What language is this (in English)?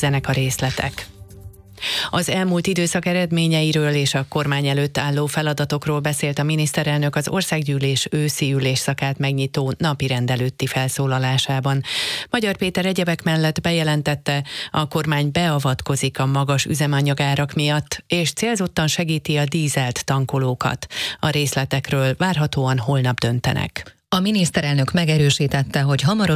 Hungarian